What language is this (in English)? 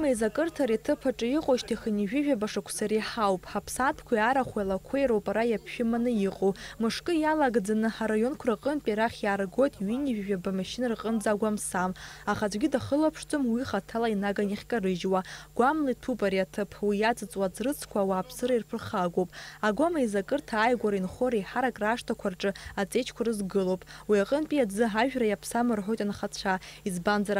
Abkhazian